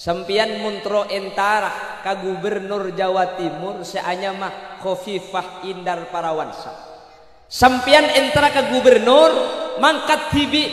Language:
Madurese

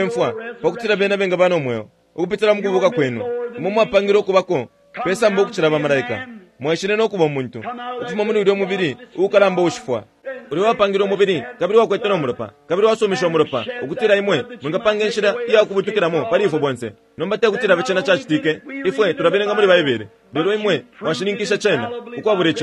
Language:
Bemba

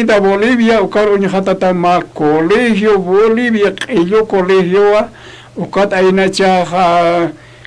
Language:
Aymara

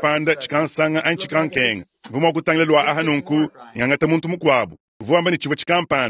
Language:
Luba-Lulua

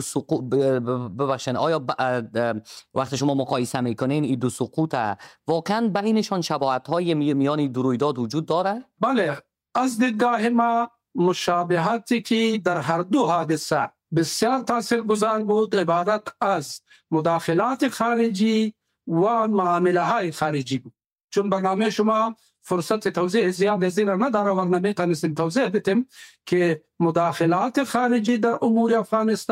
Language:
Persian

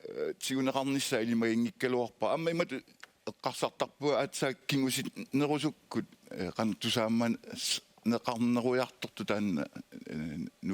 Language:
Kalaallisut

